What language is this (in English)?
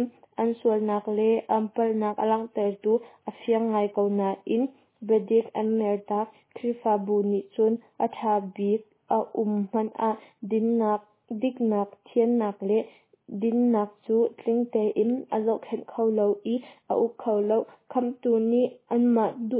Hakha Chin